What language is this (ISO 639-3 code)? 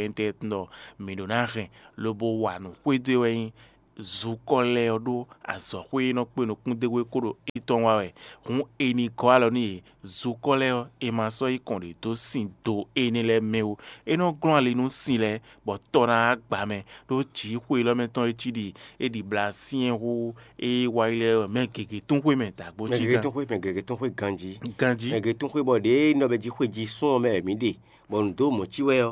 fon